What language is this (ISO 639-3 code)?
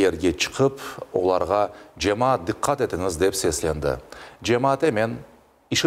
crh